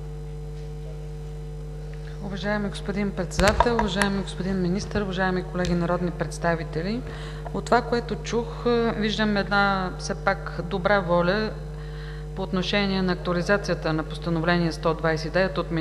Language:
Bulgarian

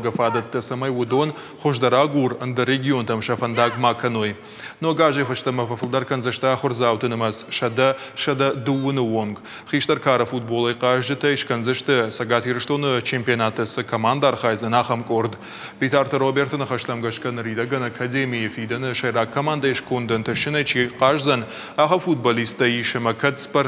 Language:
Ossetic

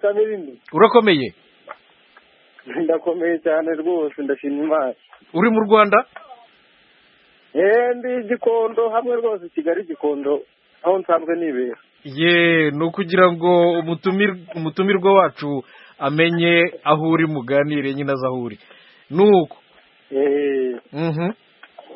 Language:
Kinyarwanda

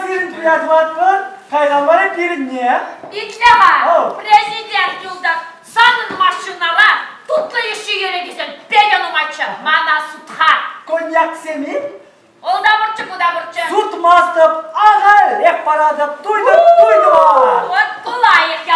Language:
Chuvash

